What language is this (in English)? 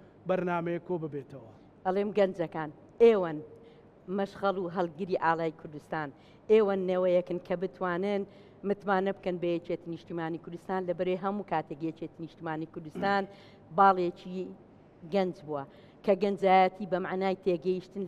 Central Kurdish